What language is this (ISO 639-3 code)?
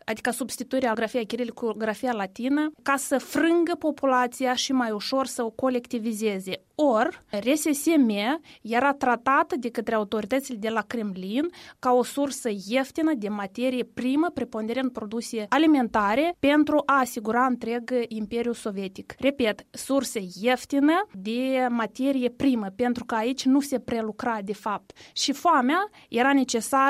ron